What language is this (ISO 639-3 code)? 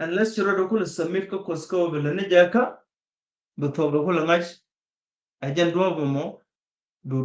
nus